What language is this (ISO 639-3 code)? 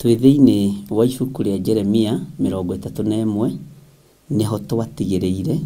kik